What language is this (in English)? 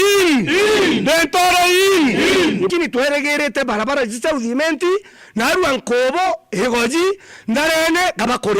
Meru